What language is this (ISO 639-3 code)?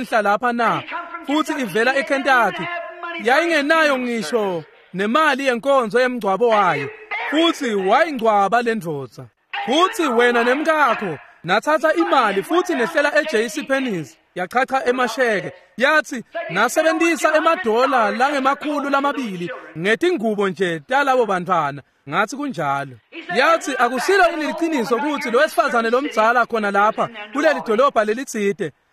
ssw